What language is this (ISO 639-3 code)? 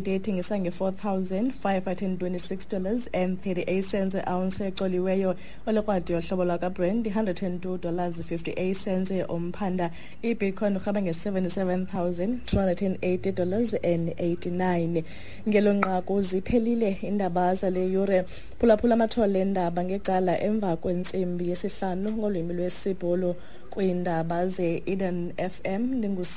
xho